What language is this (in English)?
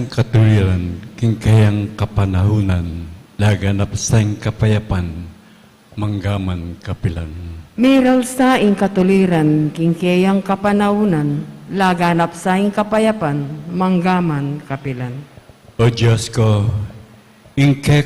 Pampanga